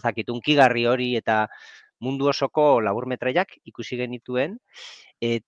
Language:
Basque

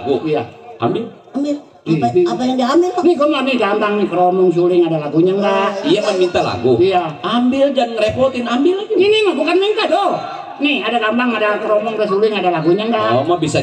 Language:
Betawi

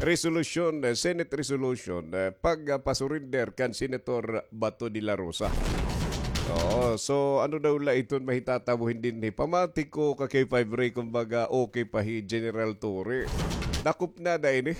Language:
Waray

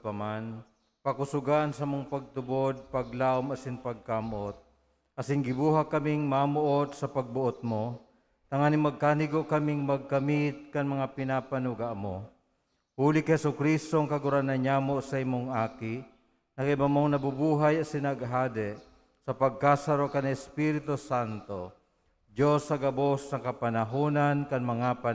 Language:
Bikol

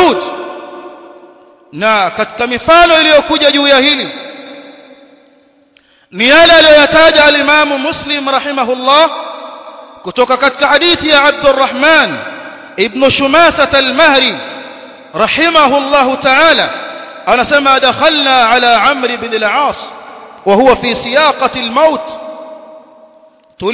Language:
Swahili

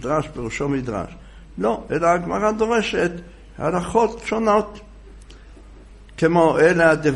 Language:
Hebrew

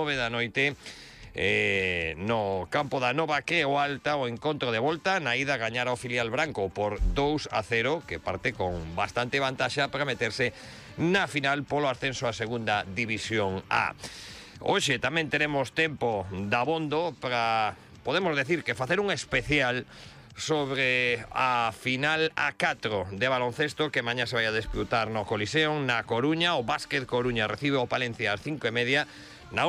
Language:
Galician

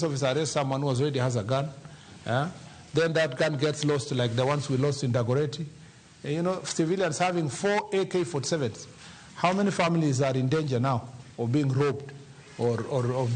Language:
Luo (Kenya and Tanzania)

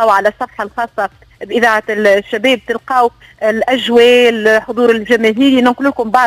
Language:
Tunisian Arabic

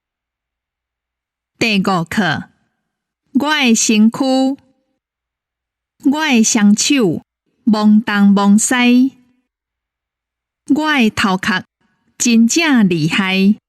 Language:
Min Nan Chinese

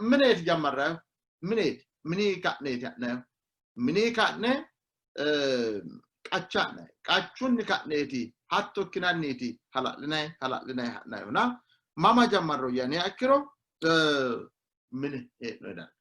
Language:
Sidamo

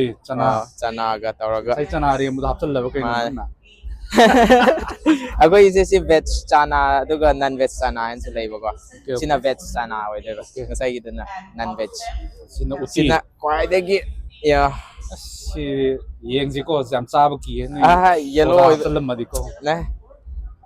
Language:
Manipuri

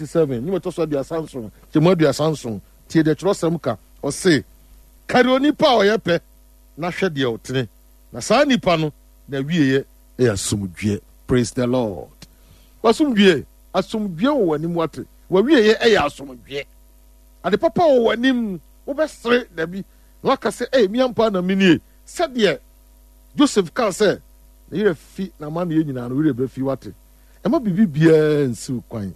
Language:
Akan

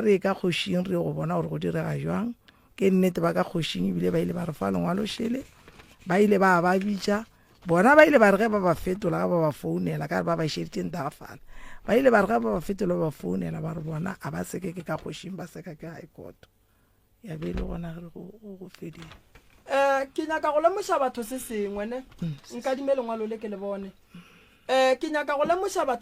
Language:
Northern Sotho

